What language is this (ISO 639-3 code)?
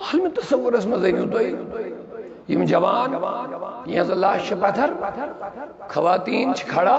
kas